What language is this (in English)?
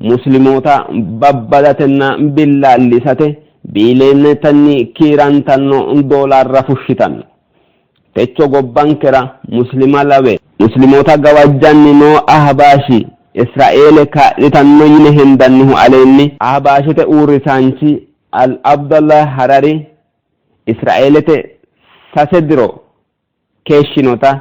Sidamo